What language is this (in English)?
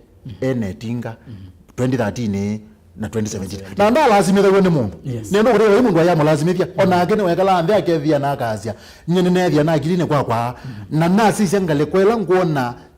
Kamba